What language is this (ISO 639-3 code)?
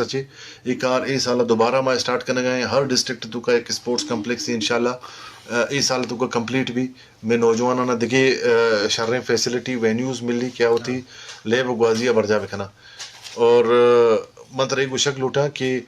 bgp